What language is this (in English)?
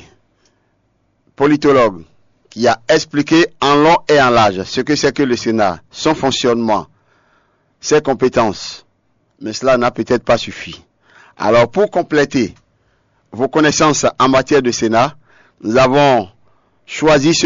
French